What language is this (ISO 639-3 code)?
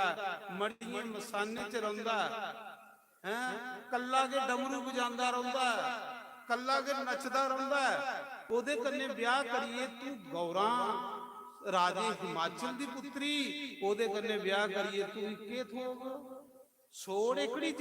doi